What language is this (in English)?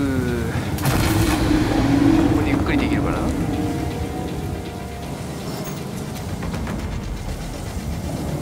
Japanese